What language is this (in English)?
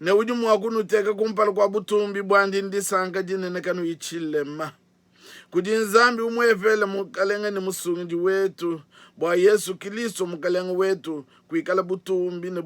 Luba-Lulua